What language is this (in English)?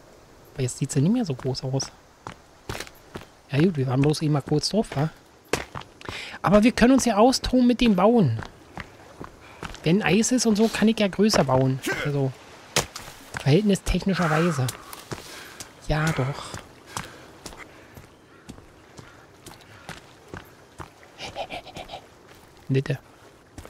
German